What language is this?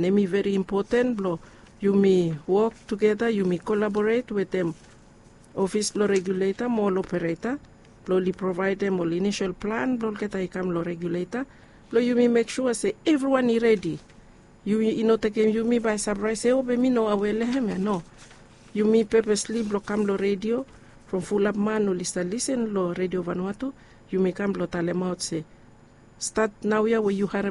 Bislama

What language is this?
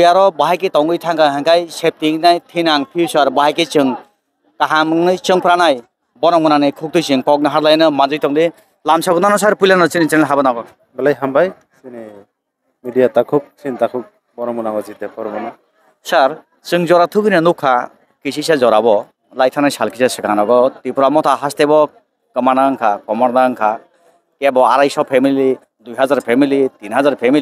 Kok Borok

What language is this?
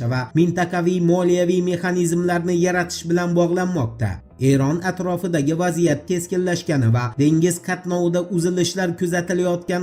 Uzbek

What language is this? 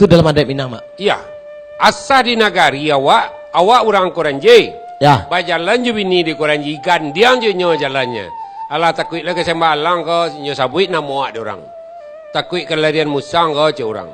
Minangkabau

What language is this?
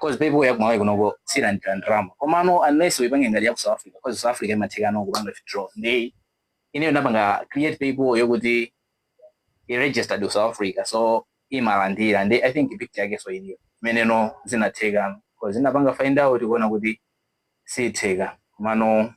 Nyanja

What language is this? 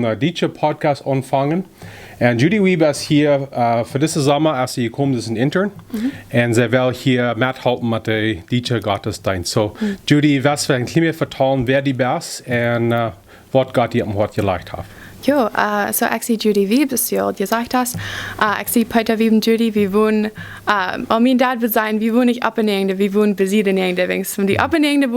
Plautdietsch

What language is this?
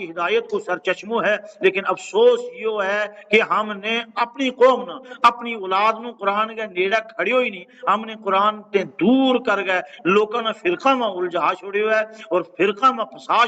Gujari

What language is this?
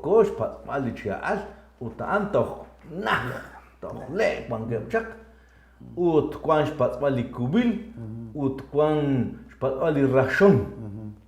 Kekchí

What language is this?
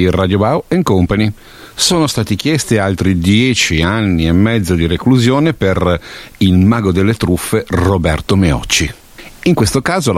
Italian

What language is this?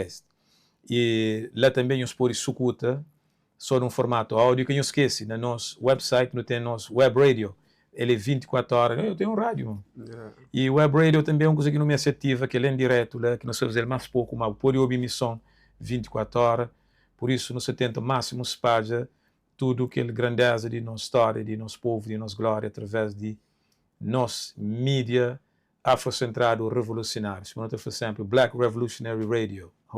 Kabuverdianu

